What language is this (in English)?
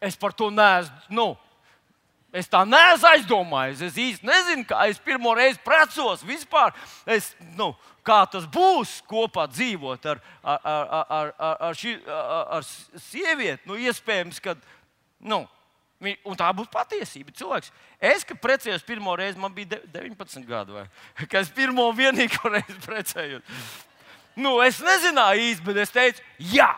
Latvian